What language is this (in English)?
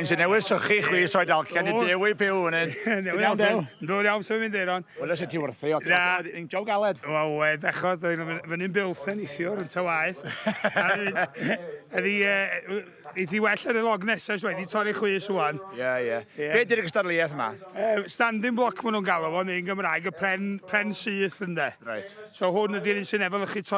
Welsh